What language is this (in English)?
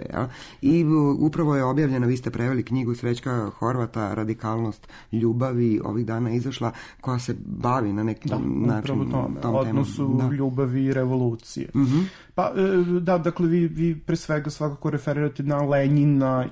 Serbian